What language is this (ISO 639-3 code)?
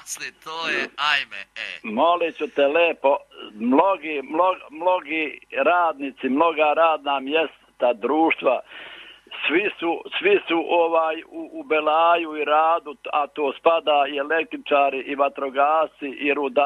hrv